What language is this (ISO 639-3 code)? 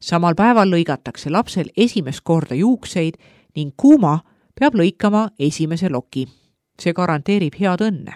est